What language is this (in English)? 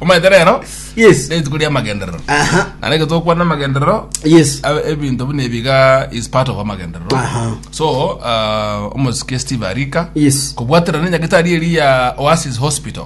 Gusii